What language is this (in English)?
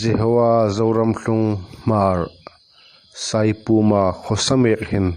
Hmar